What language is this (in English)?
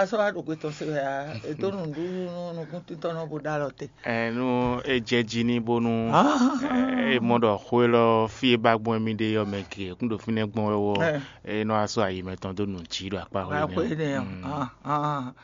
Fon